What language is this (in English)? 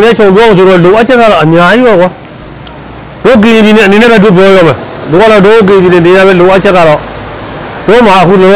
Burmese